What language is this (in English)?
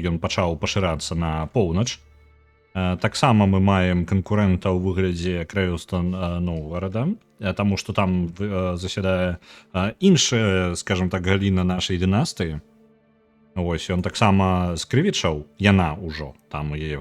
Belarusian